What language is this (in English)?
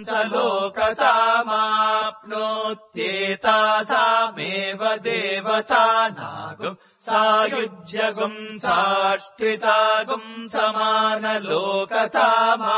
Sanskrit